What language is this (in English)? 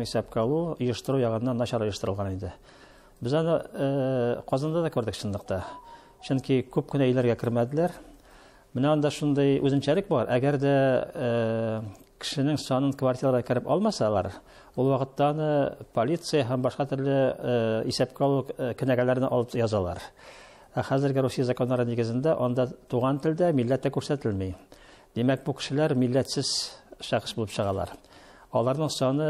Tatar